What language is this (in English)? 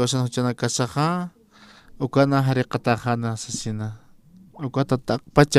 Aymara